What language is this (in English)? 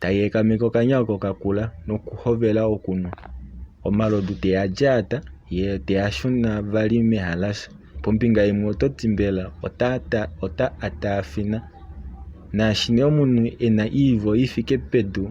Kuanyama